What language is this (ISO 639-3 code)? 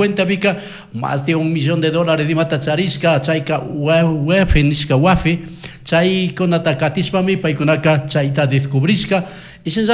qug